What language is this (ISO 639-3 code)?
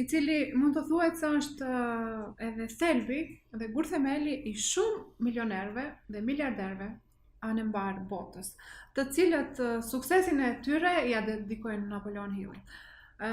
sqi